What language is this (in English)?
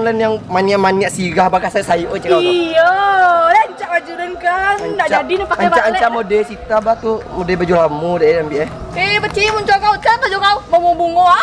Minangkabau